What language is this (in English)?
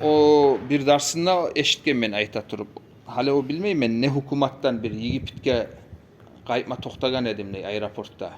Kumyk